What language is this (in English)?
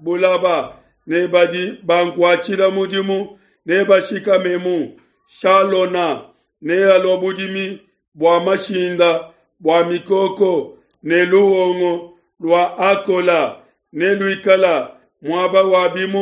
Luba-Lulua